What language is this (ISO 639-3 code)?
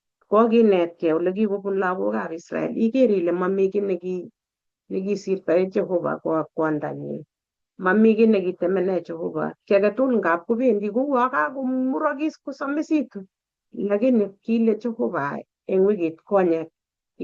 kln